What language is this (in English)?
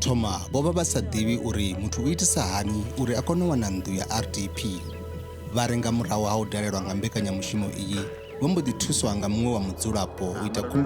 Venda